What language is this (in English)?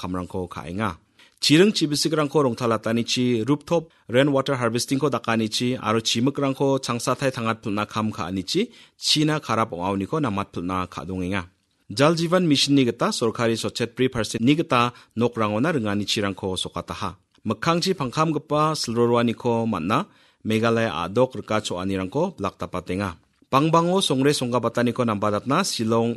Garo